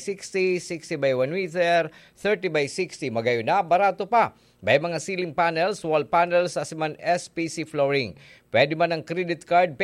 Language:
Bikol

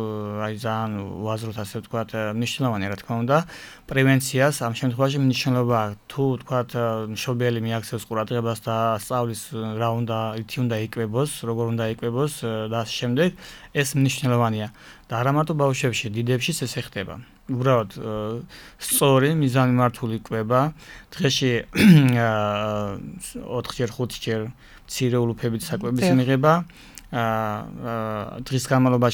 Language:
Georgian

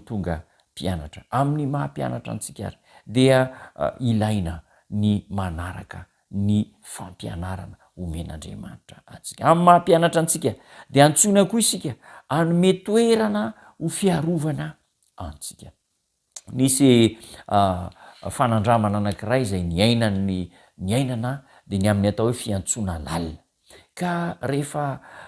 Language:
Malagasy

